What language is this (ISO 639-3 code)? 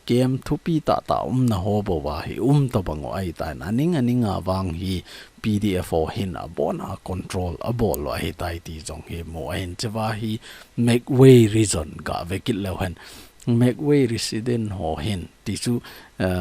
tcz